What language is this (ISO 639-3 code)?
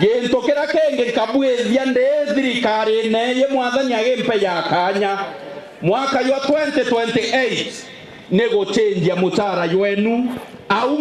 mer